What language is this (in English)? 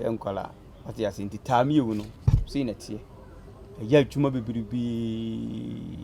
Akan